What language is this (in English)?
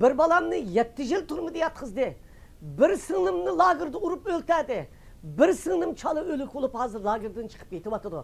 Uyghur